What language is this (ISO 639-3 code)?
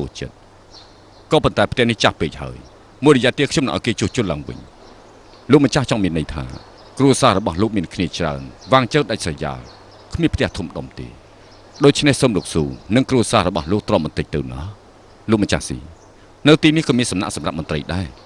khm